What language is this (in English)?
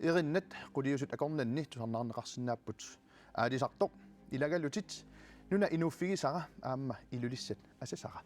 Kalaallisut